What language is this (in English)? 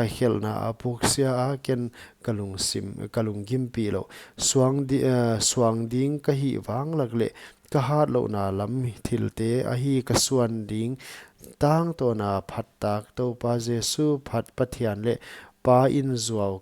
Paite Chin